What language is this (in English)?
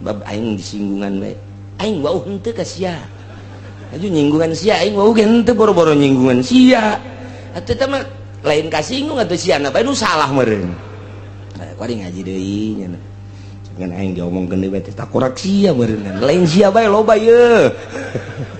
Sundanese